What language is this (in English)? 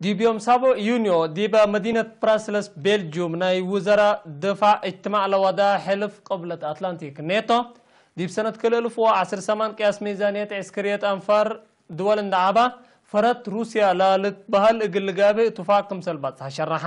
Tigre